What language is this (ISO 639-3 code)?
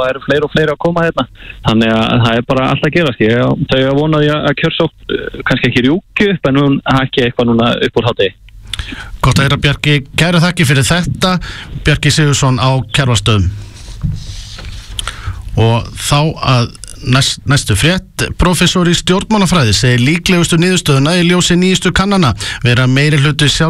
isl